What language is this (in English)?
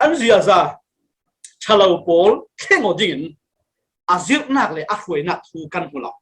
Falam Chin